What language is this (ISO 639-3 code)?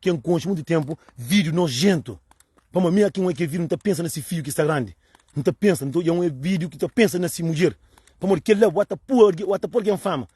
kea